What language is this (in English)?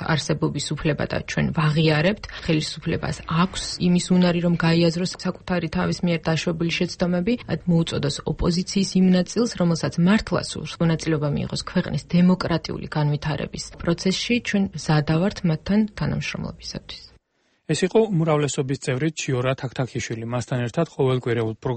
Georgian